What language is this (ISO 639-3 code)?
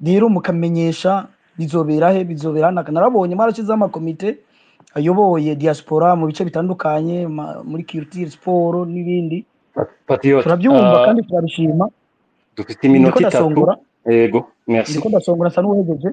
run